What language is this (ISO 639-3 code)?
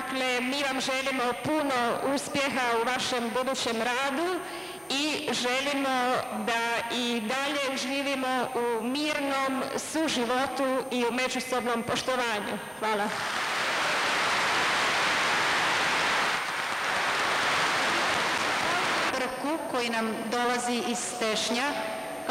bos